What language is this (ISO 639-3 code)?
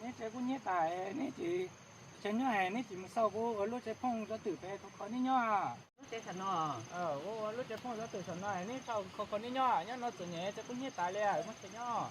hmn